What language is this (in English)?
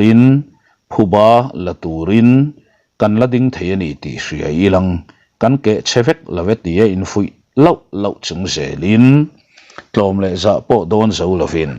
Mizo